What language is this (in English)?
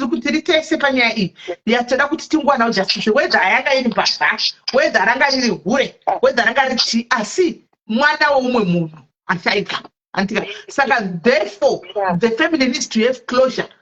Shona